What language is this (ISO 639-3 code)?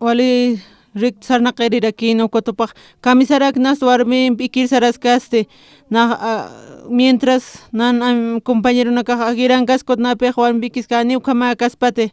aym